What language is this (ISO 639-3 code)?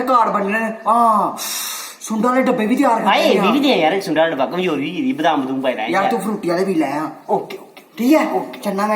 doi